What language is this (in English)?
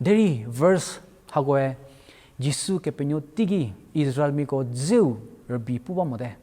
Angami Naga